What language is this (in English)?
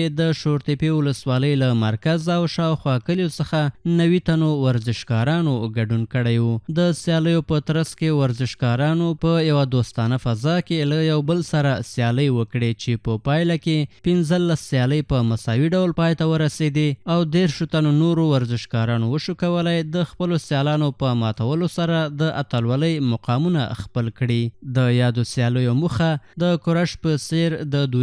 Pashto